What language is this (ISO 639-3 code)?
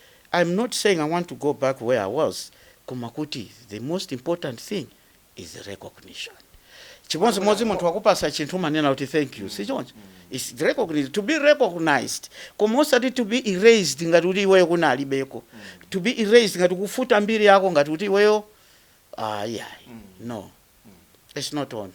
nya